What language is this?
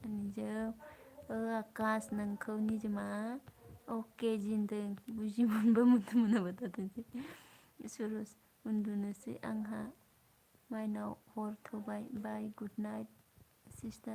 Bodo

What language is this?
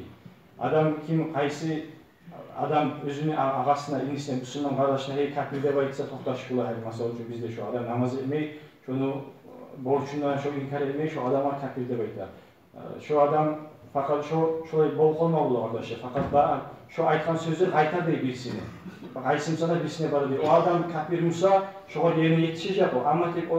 Kumyk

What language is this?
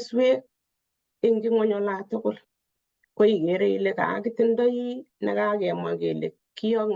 Kalenjin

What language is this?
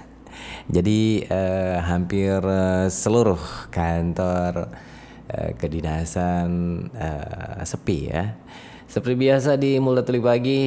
Indonesian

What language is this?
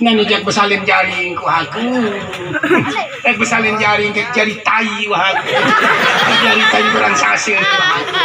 Sasak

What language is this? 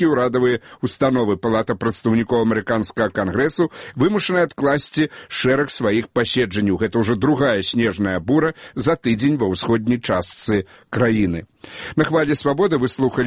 Belarusian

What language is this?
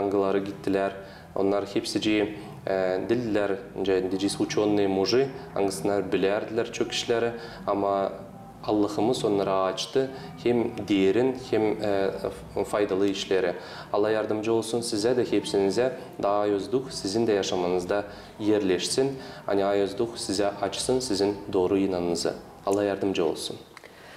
Gagauz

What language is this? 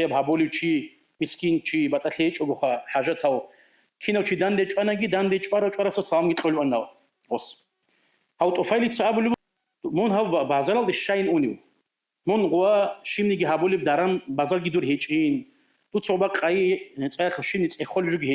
Avaric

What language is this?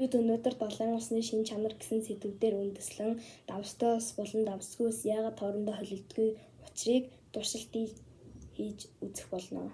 Mongolian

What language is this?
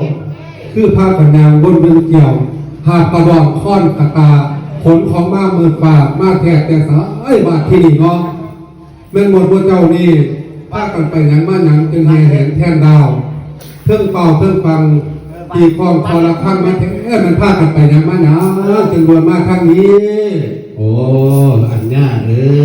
Lao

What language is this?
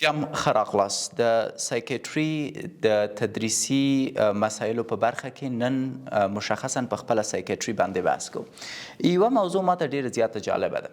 Pashto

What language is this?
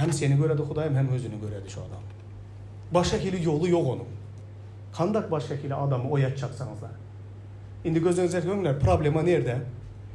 Turkmen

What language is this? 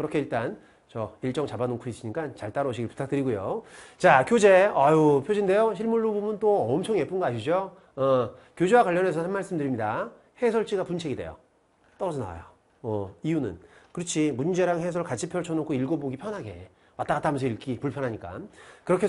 Korean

